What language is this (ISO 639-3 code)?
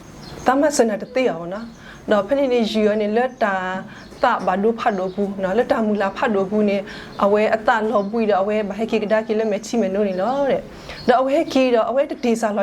ksw